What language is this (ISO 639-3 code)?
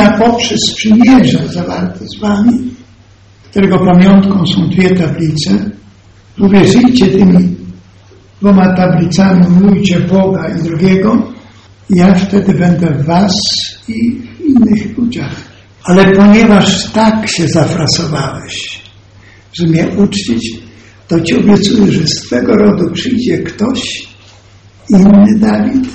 pol